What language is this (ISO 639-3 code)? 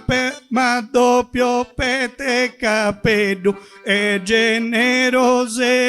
srd